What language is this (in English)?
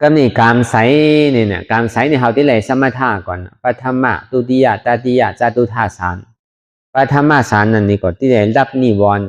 Shan